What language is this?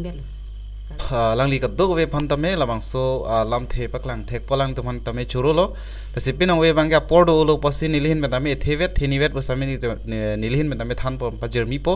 Karbi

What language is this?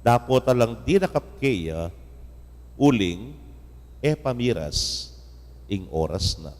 Pampanga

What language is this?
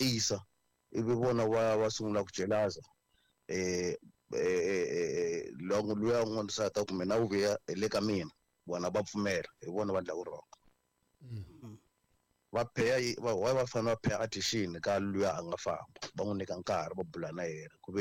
Tsonga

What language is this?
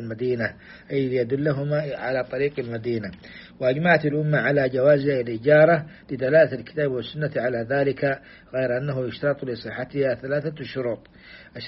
Arabic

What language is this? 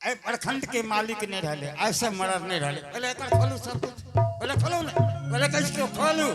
Angika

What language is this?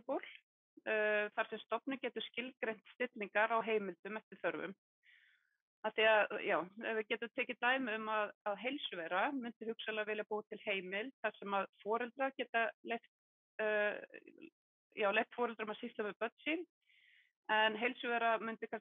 Icelandic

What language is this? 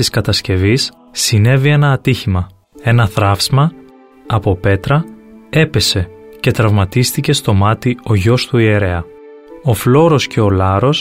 Greek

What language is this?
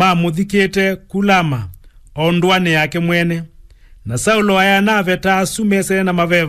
Kamba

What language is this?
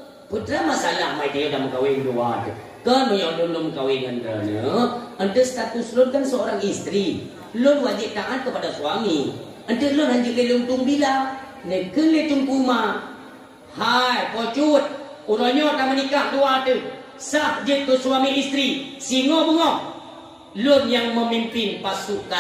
Achinese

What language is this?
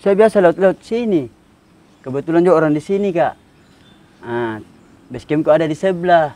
Makassar Malay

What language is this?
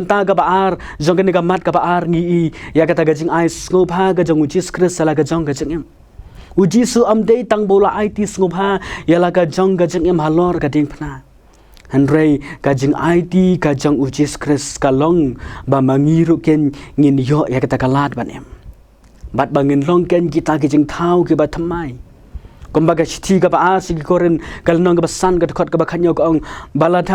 Khasi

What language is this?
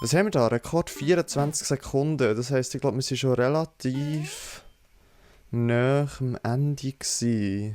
Swiss German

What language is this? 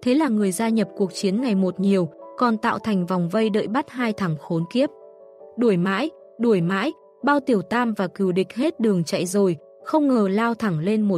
Vietnamese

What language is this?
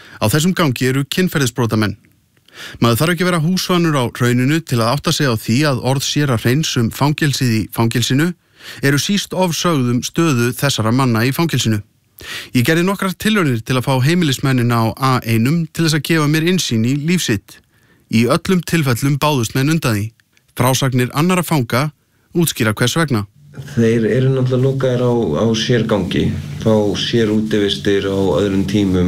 Icelandic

